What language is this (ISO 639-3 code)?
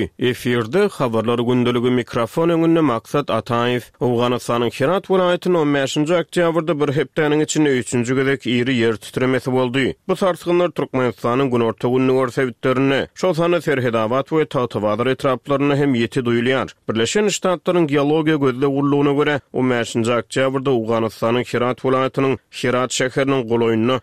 tuk